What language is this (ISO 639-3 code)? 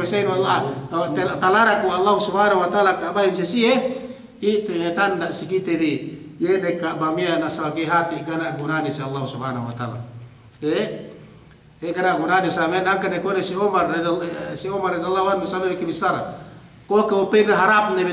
yka